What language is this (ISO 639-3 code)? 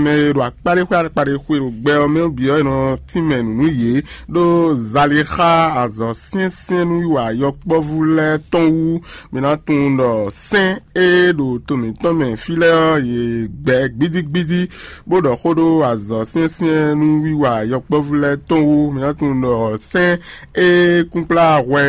fon